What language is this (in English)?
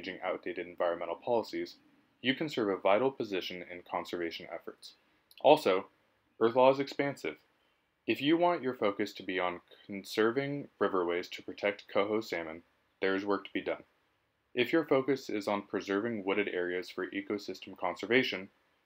English